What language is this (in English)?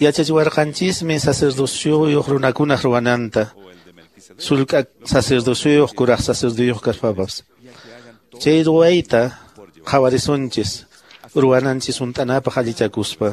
Quechua